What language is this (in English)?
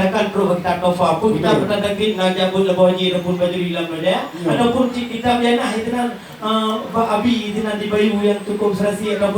Achinese